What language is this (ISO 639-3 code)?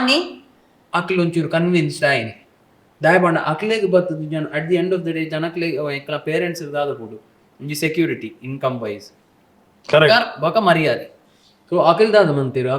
tcy